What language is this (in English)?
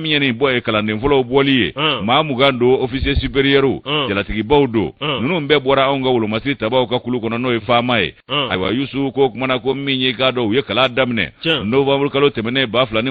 Bambara